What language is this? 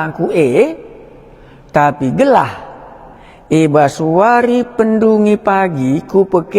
Batak Karo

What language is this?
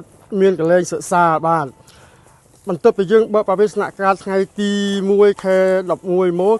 Khmer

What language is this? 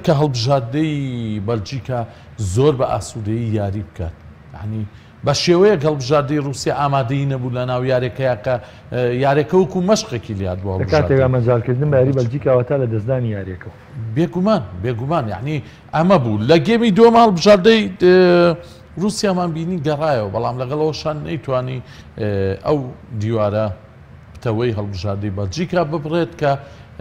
Central Kurdish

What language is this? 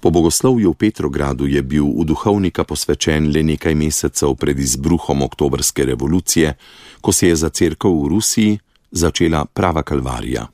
Slovenian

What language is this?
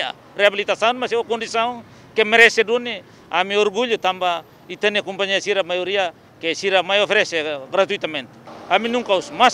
Tetum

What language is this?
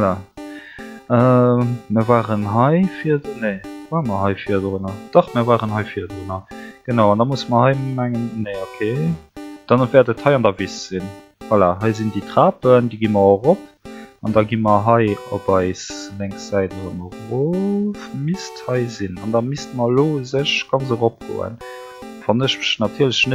Luxembourgish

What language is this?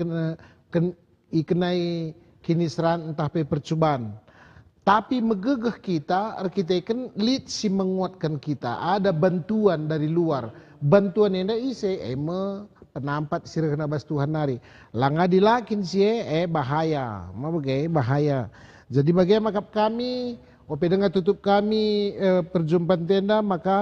Batak Karo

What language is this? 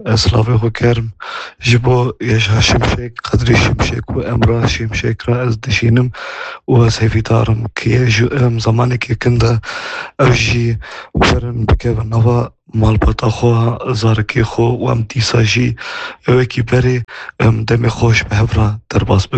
Kurdish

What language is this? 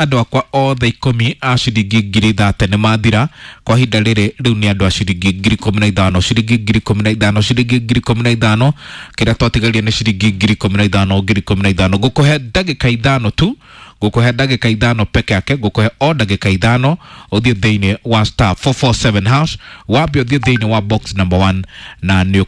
Kikuyu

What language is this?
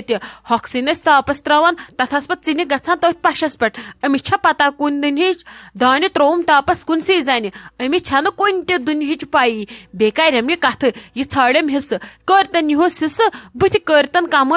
Kashmiri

